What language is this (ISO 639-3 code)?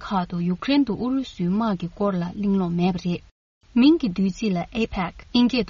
bod